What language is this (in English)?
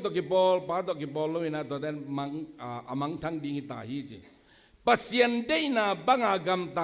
Tedim Chin